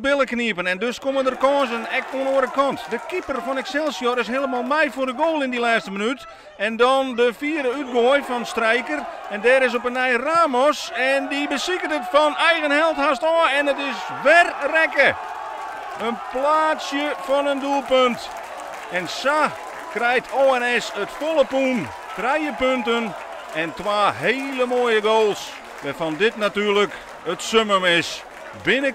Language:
Western Frisian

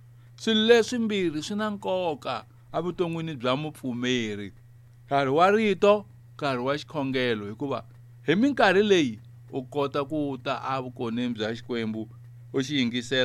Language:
Tsonga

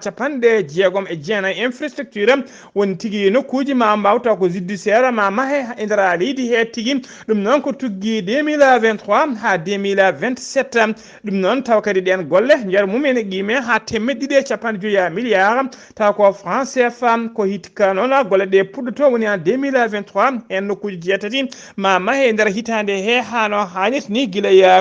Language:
Fula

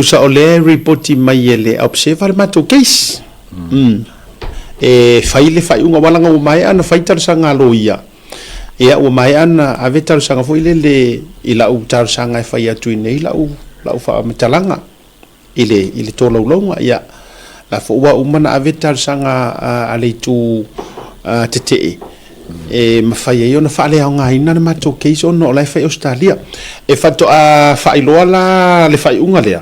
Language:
Samoan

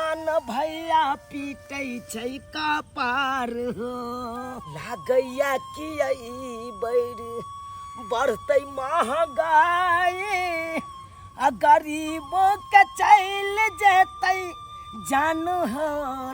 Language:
Maithili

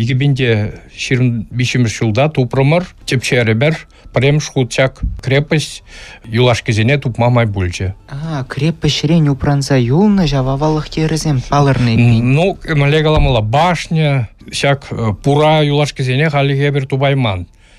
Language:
Chuvash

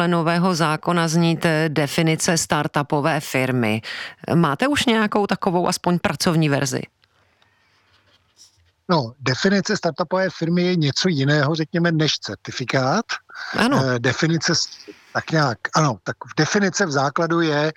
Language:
Czech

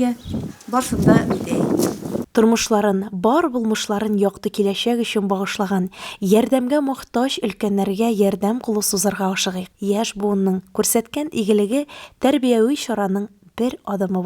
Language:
Tatar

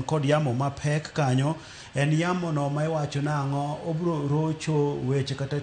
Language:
Luo (Kenya and Tanzania)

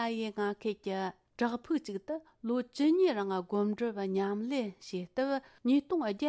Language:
Tibetan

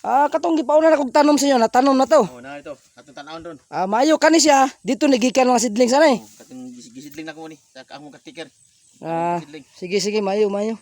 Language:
Cebuano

